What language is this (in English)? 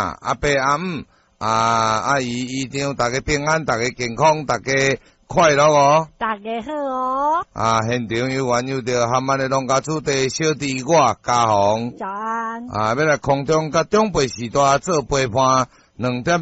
Min Nan Chinese